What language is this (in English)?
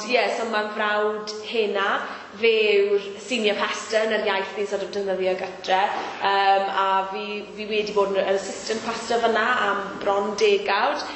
Welsh